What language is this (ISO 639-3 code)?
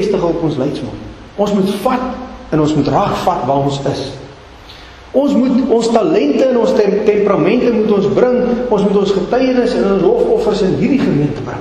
afr